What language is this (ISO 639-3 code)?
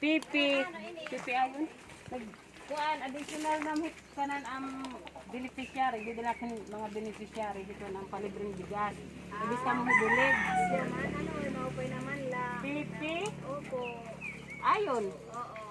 war